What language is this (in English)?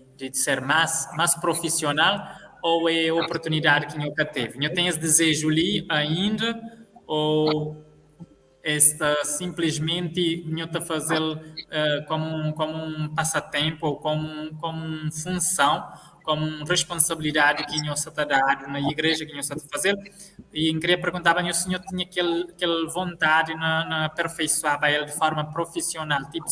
Kabuverdianu